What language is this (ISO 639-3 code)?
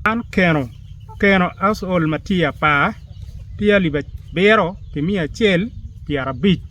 ach